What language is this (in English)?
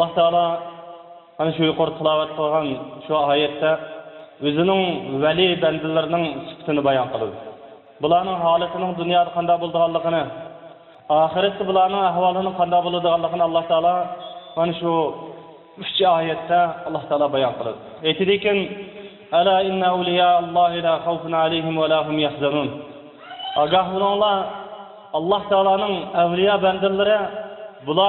Uyghur